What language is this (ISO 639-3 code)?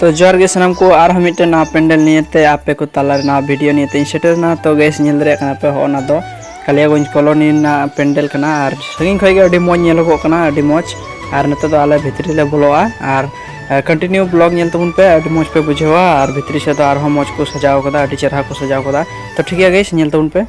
sat